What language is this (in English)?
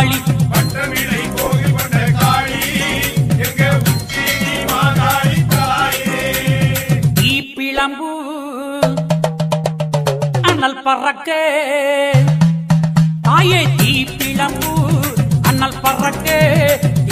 Tamil